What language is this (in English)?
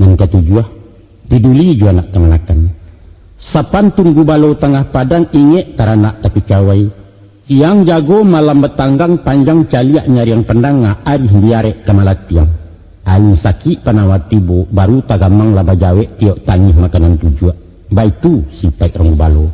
Minangkabau